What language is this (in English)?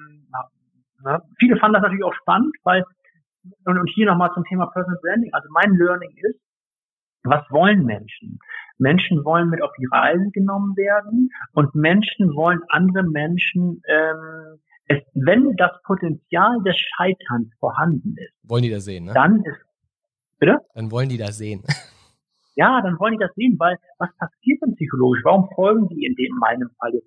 German